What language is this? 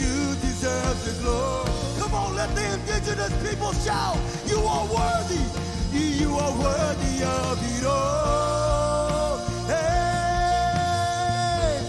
Marshallese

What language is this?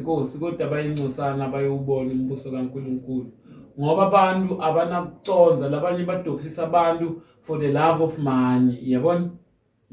Zulu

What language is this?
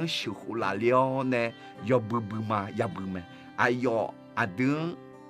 Akha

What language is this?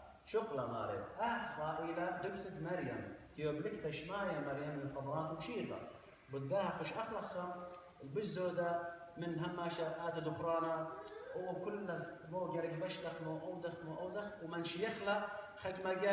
Assyrian Neo-Aramaic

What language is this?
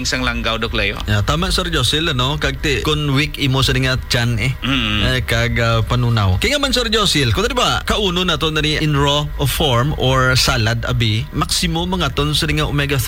Hiligaynon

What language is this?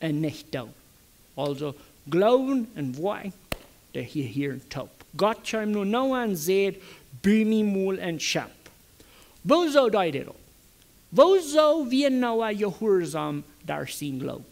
Plautdietsch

